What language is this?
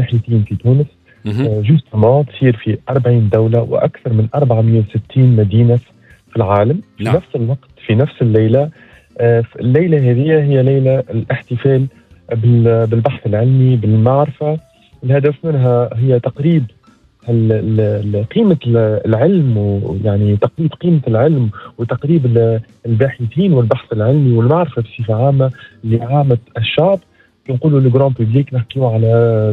Tunisian Arabic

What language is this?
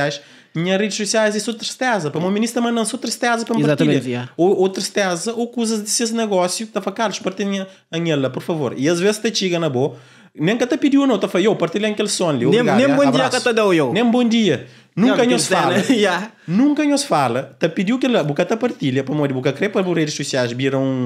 Kabuverdianu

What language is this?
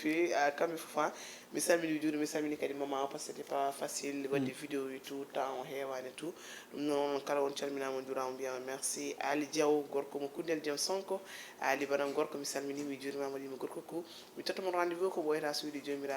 Fula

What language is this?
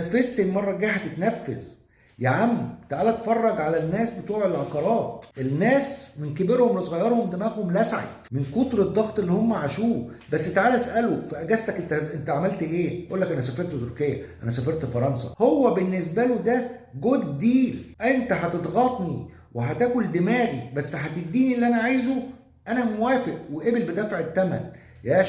Egyptian Arabic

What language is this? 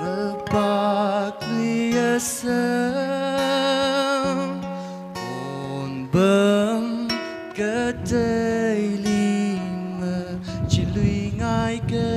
Tangkhul Naga (India)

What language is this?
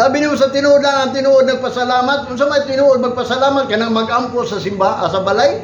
Cebuano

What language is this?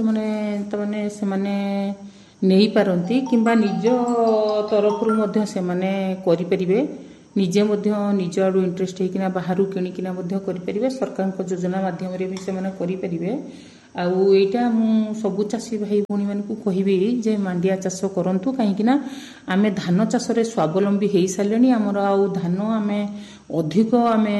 Odia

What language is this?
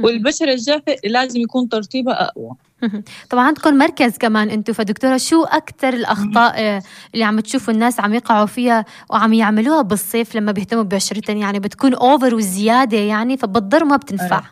North Levantine Arabic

